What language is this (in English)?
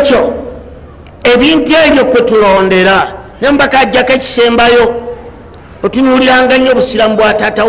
Ganda